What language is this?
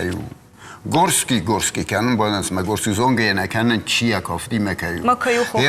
Ossetic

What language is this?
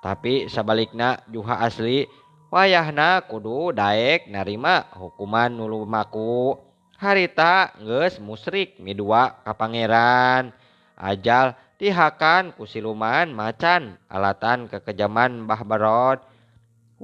Sundanese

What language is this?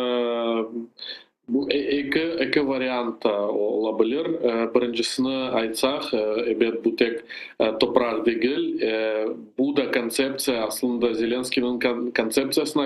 Crimean Tatar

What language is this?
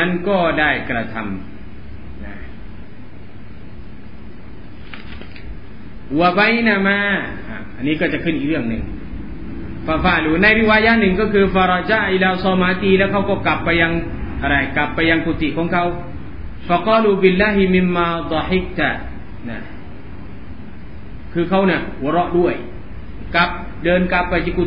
Thai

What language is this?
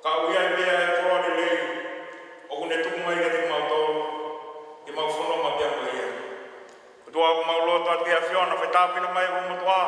Tongan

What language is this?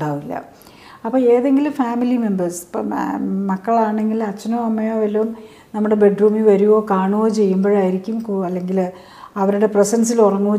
Malayalam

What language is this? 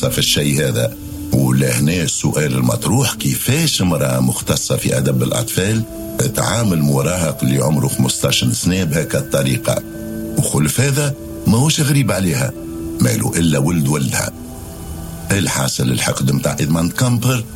Tunisian Arabic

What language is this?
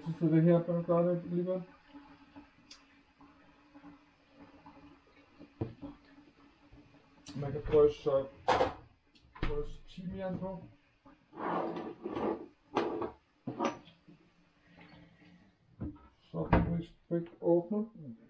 Danish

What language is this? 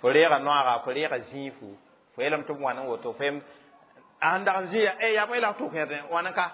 Mossi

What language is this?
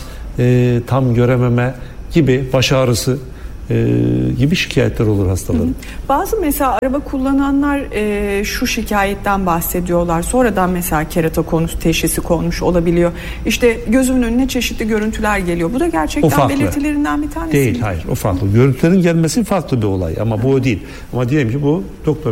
Turkish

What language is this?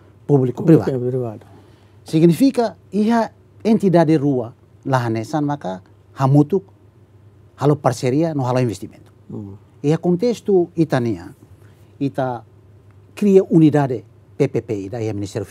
Tetum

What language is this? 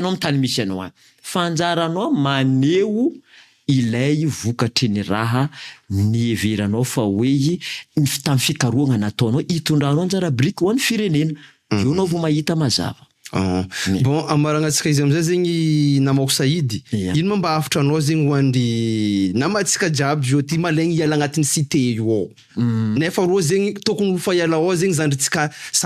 Malagasy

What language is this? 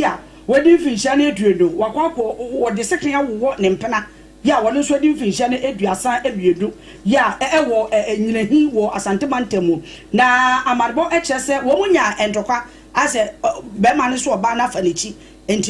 Akan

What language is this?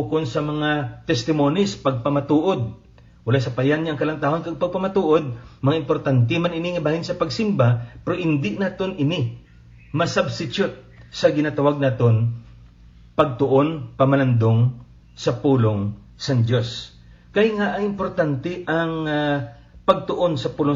Hiligaynon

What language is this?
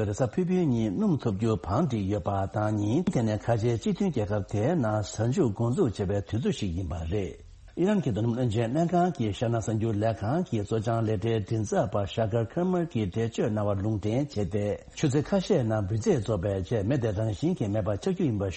Tibetan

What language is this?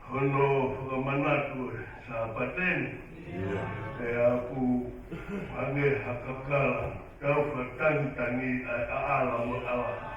Tongan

